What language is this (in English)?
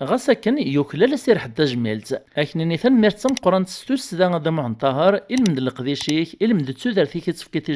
Kabyle